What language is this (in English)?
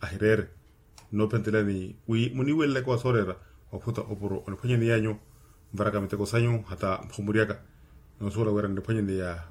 Makhuwa